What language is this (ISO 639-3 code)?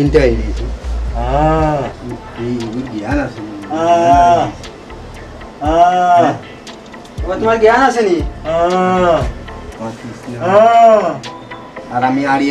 syl